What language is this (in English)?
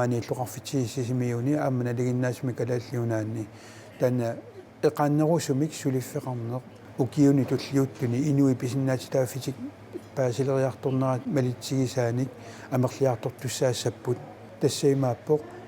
Kalaallisut